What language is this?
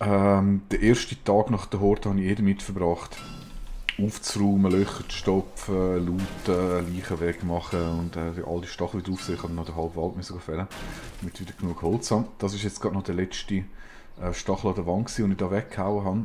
Swiss German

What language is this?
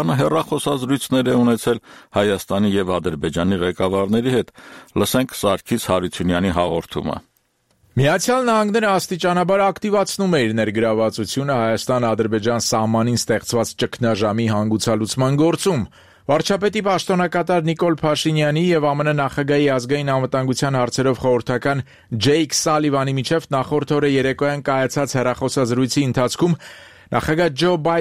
Armenian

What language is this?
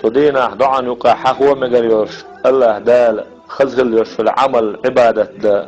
Chechen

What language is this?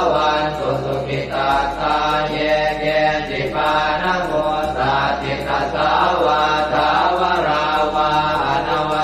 Pali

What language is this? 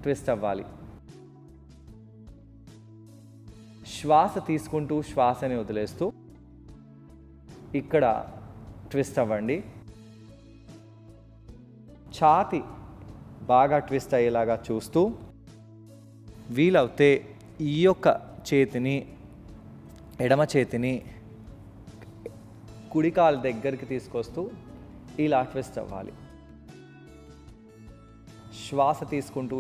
Telugu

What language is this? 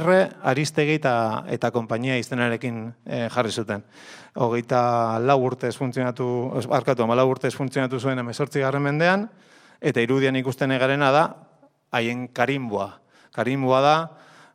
Basque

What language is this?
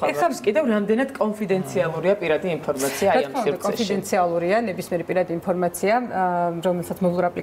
Georgian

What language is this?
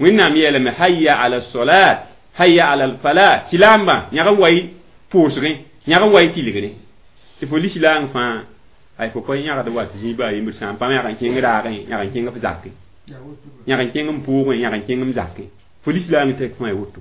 Mossi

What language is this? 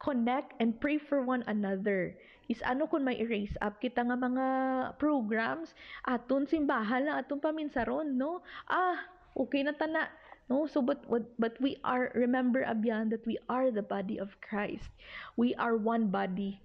Hiligaynon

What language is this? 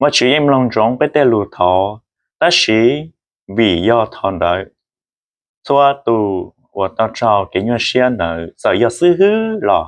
Hmong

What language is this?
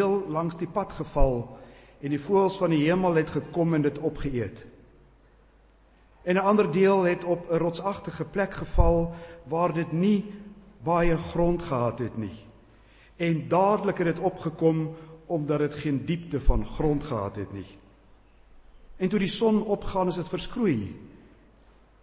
Afrikaans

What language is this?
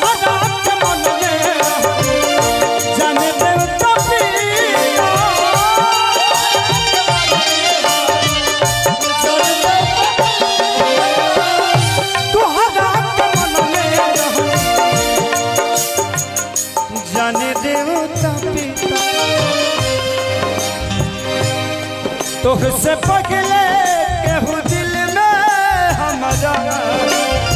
Bhojpuri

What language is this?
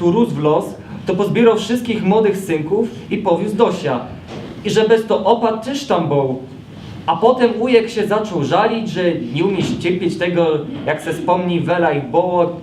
Silesian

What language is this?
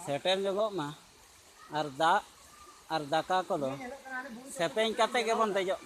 Santali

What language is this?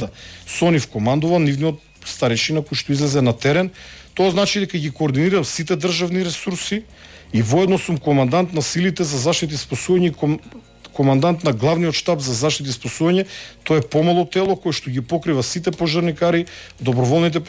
Macedonian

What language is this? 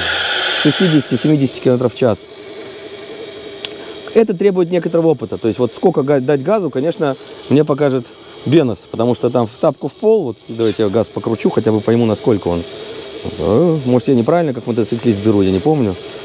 Russian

